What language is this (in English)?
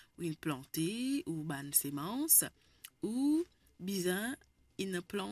Morisyen